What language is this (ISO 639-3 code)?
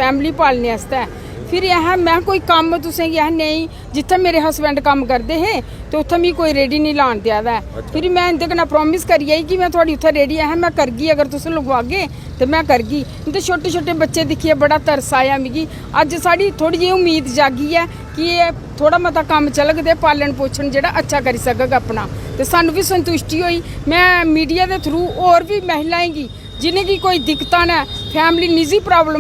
doi